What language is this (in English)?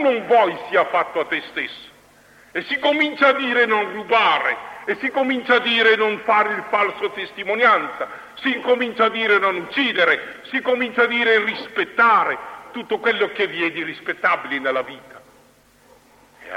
Italian